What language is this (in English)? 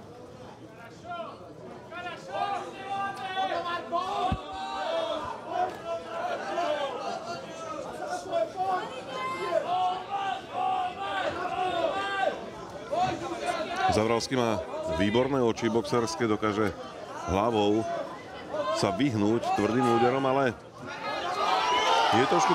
Slovak